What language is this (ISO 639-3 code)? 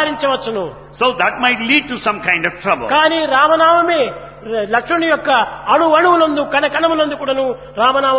tel